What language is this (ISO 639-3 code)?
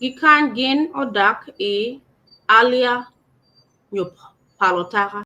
ach